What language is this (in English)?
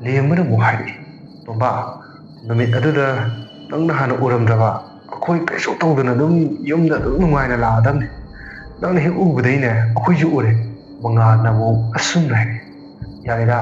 Manipuri